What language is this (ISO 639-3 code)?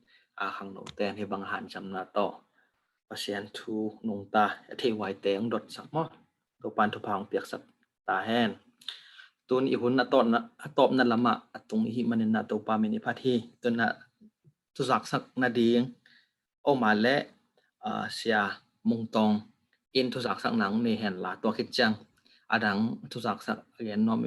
ctd